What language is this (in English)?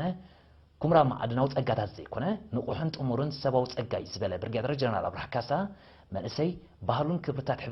Tigrinya